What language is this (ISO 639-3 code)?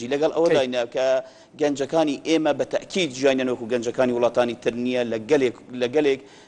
ckb